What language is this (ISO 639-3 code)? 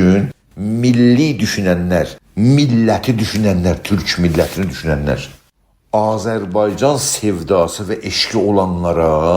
azb